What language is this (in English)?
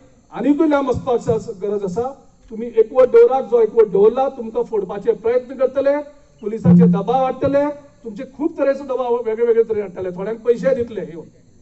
Konkani